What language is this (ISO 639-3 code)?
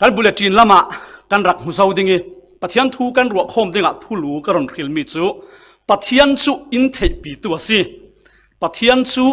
cfm